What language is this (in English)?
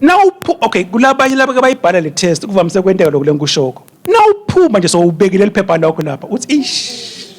Swati